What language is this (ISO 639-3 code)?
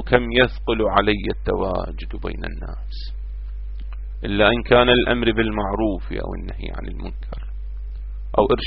ara